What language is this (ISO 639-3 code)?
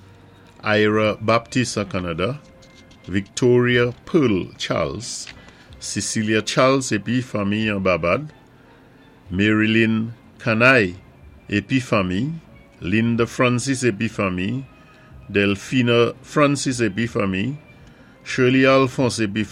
acf